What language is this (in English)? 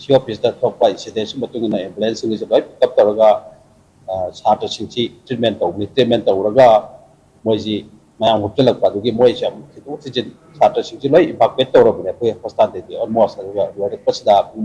Manipuri